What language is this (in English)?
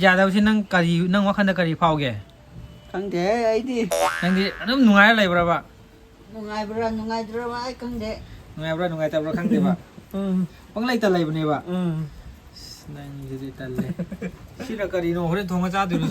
Manipuri